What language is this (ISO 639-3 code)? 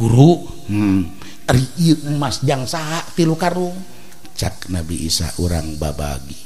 sun